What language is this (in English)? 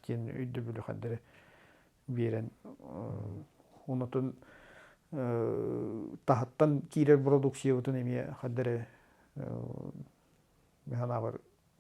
Yakut